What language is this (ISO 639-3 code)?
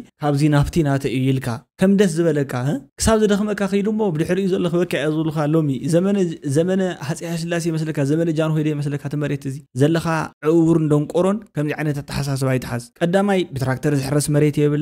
tir